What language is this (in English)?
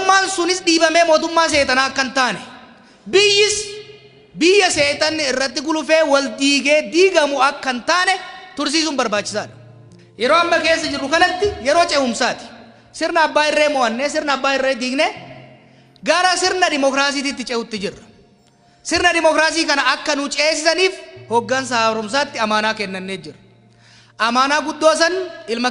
Oromo